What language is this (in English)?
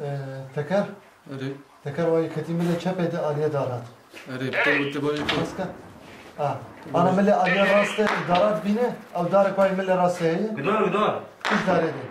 Kurdish